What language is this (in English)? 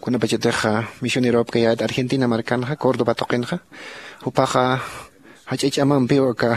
Aymara